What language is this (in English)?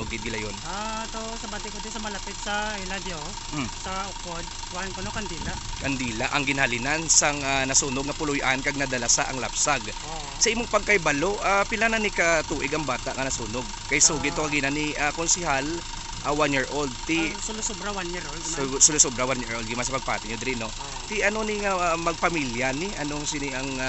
Hiligaynon